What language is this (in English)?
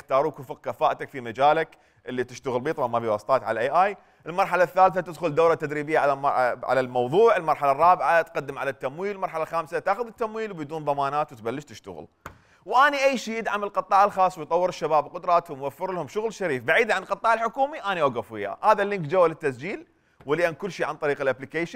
Mesopotamian Arabic